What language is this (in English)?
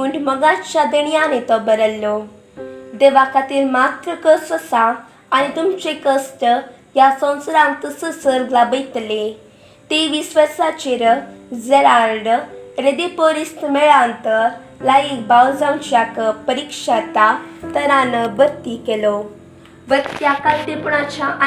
Konkani